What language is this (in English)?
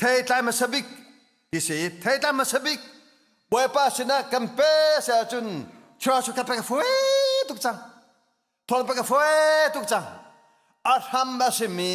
Hakha Chin